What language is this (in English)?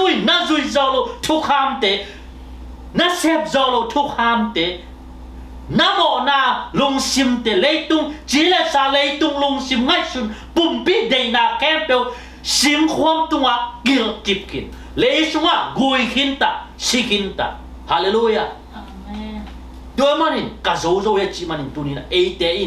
Tedim Chin